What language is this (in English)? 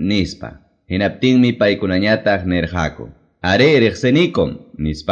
Quechua